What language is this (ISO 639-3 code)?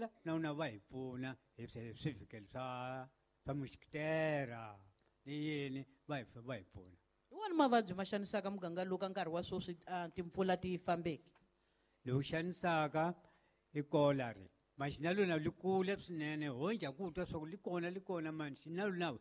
tso